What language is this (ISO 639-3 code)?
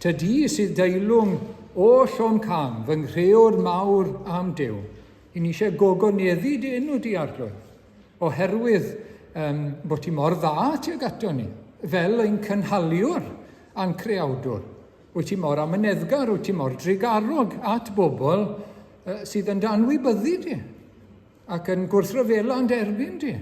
cym